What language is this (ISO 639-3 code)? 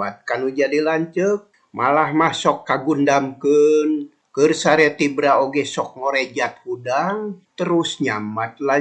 sun